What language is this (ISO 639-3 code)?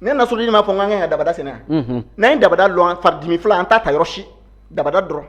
bam